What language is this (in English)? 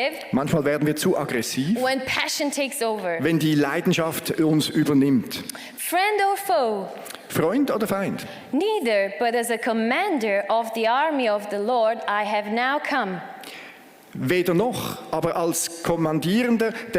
Swiss German